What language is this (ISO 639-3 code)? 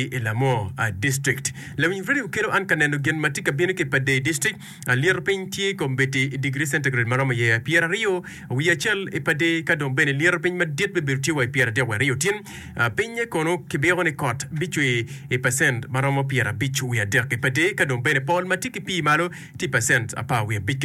ach